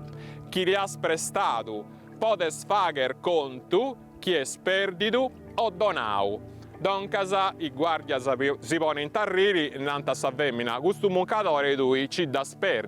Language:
Sardinian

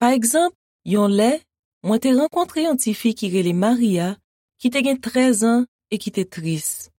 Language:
Haitian Creole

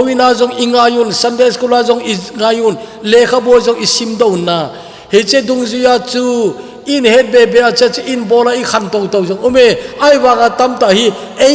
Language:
Thado Chin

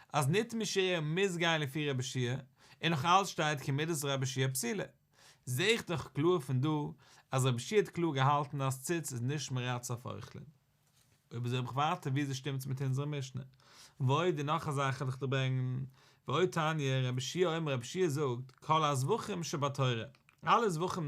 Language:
Yiddish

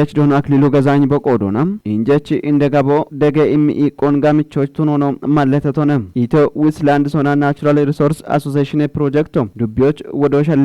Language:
Kafa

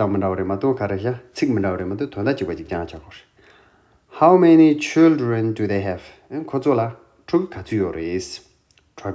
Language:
Tibetan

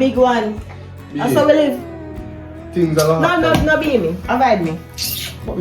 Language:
Jamaican Creole English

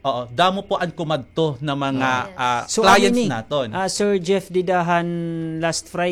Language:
Waray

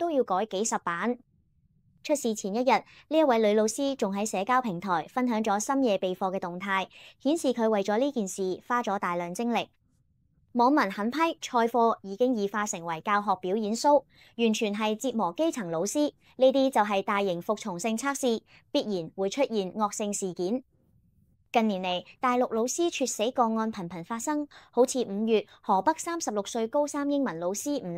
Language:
Cantonese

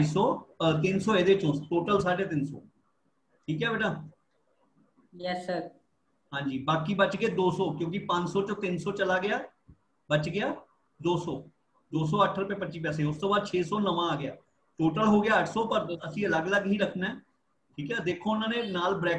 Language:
Punjabi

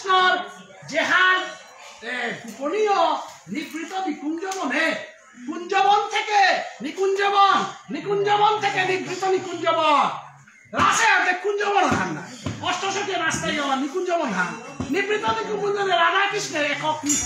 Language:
Bangla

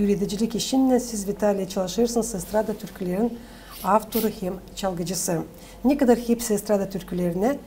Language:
Gagauz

